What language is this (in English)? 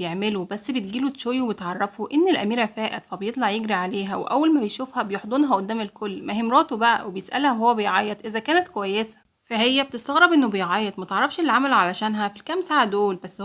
Egyptian Arabic